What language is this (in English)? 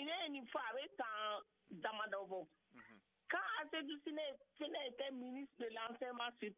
Bambara